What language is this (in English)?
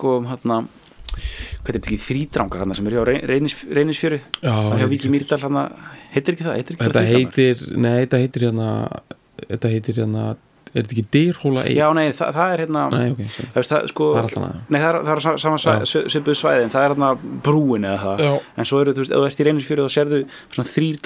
Icelandic